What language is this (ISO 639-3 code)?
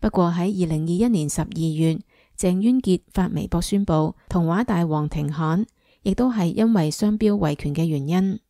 yue